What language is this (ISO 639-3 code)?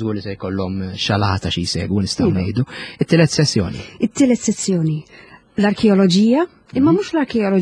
mlt